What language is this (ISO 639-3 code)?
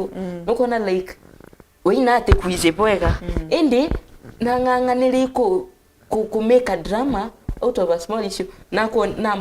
mer